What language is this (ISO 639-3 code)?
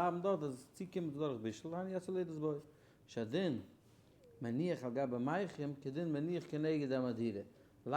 yid